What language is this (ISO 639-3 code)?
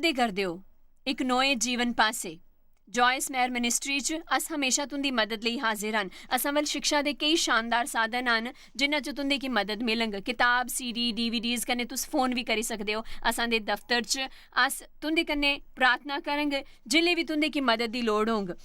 doi